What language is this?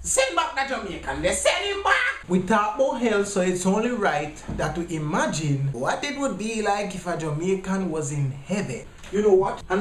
Jamaican Creole English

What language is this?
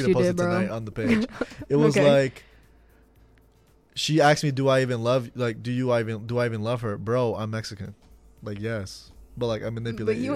English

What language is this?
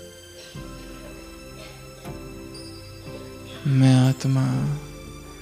Hindi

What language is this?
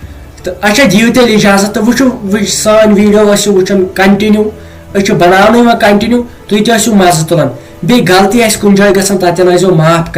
Kashmiri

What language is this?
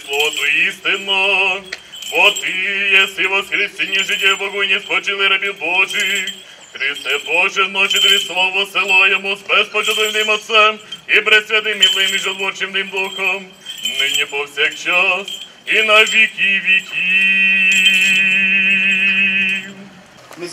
Ukrainian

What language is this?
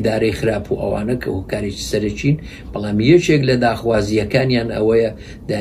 Central Kurdish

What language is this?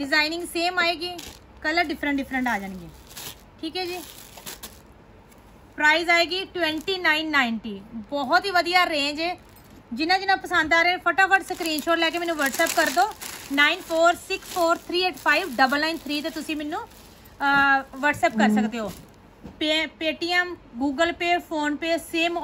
Punjabi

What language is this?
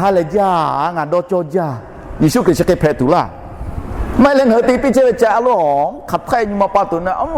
Lahu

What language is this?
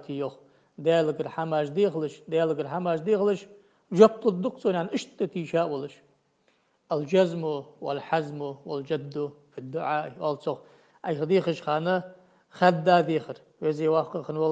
Ingush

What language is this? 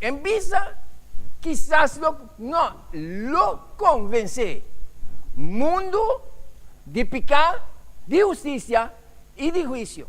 Papiamento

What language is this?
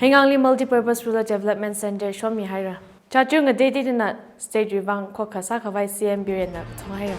Tangkhul Naga (India)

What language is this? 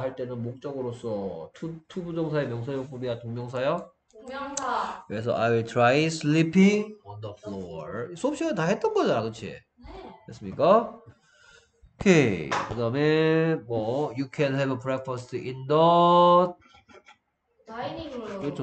Korean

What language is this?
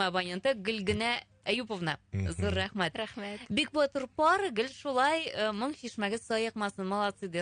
Tatar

